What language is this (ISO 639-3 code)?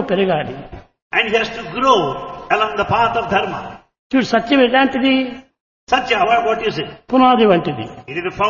tel